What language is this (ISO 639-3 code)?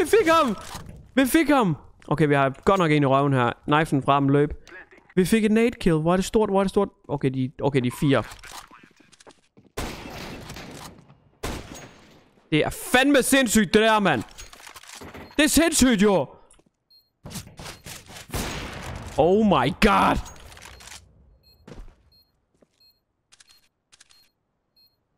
dan